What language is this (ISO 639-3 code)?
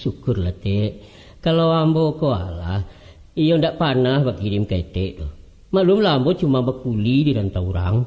min